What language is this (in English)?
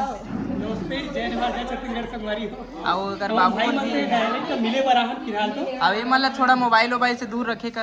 Chhattisgarhi